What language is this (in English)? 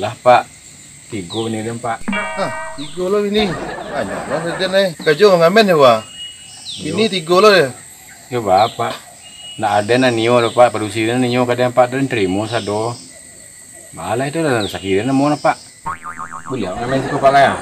Minangkabau